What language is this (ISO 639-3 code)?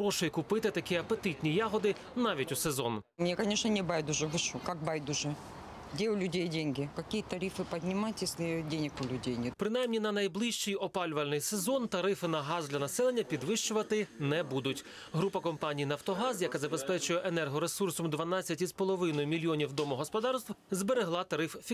ukr